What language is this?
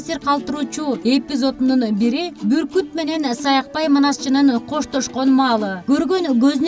Kyrgyz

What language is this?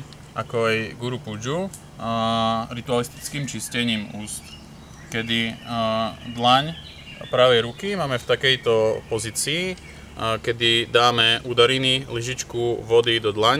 Slovak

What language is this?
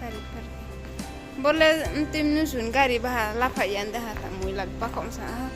Riang (India)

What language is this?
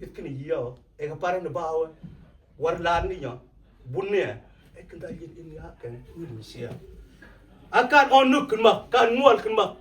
Mabaan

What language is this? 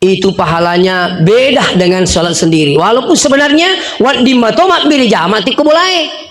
Buginese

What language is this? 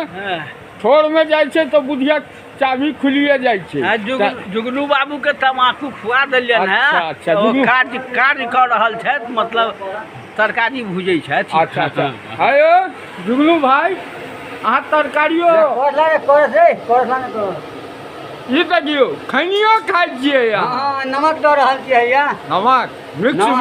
Maithili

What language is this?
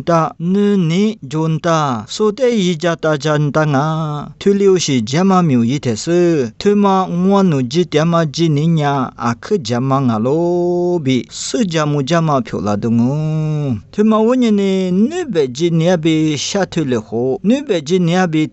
Lisu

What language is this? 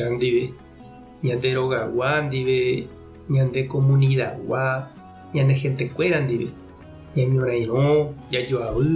Guarani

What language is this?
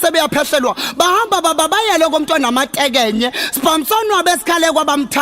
Zulu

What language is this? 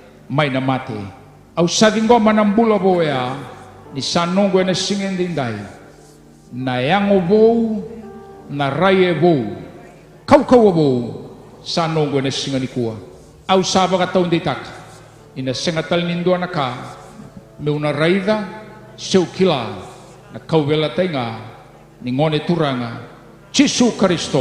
Fijian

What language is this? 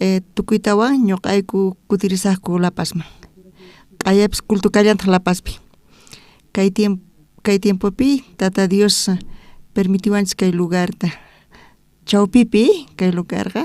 South Bolivian Quechua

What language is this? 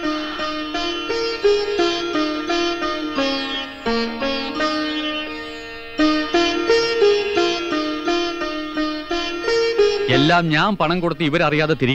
Malayalam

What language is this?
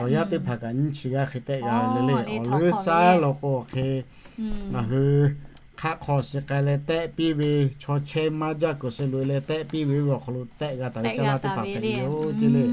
Lahu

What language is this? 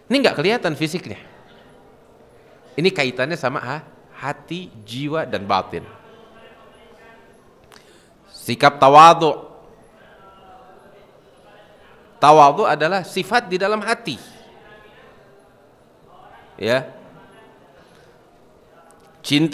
Indonesian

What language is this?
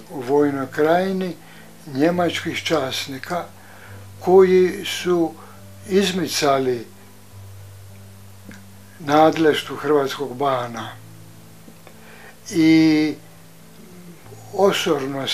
Croatian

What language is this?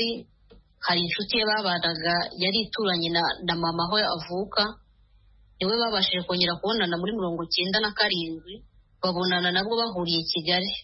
Kinyarwanda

